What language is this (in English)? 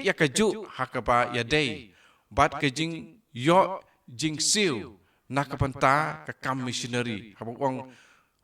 Khasi